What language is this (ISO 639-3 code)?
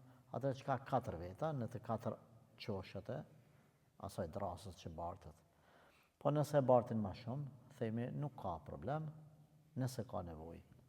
sqi